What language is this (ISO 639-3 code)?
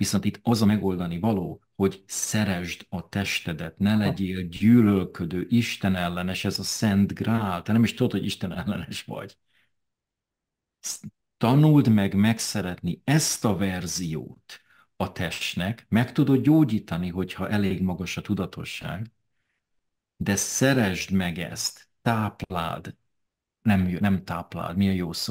hun